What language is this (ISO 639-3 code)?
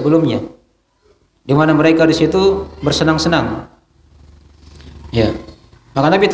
ind